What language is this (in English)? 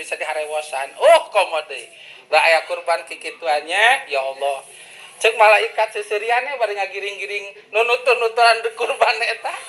Sundanese